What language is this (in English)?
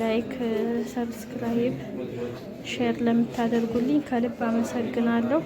Amharic